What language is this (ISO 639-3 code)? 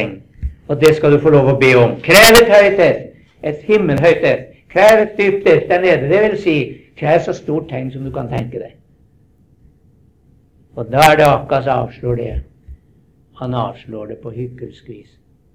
nor